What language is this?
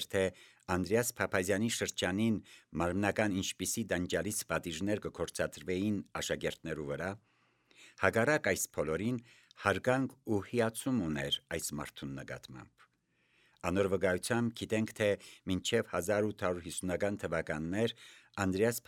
Armenian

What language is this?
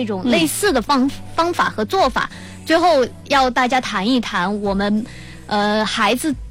Chinese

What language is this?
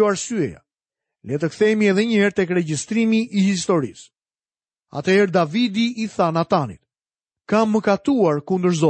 Albanian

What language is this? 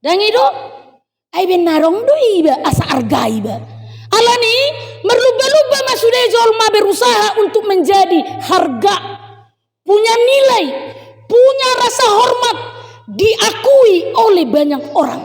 Batak Toba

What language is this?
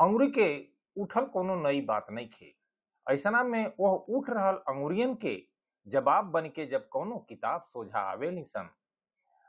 Bhojpuri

